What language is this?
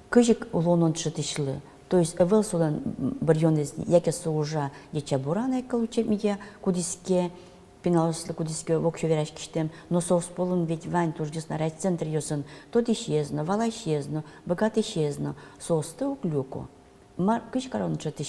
Udmurt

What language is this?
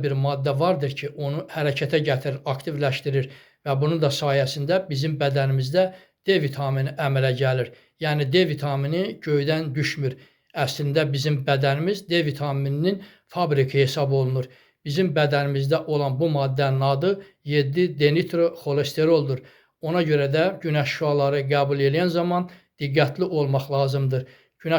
Azerbaijani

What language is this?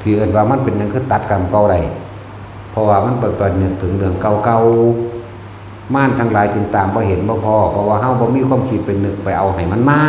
Northeastern Thai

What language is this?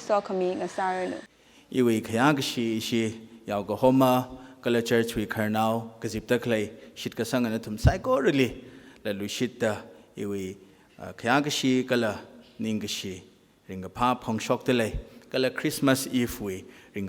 Tangkhul Naga (India)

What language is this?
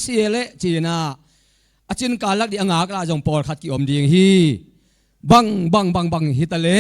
Tedim Chin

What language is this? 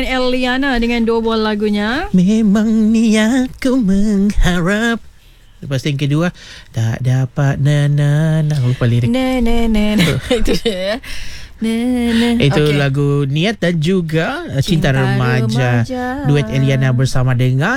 Malay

